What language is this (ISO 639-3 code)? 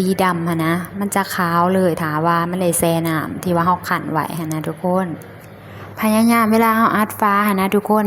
lao